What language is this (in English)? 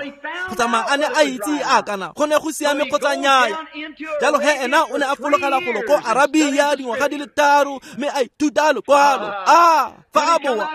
Tswana